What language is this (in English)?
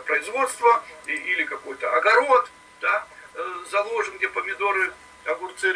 Russian